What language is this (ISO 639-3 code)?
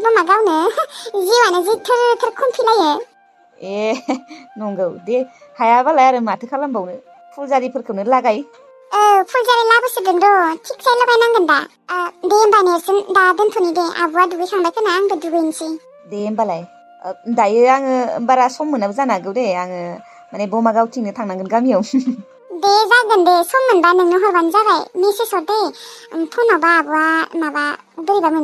brx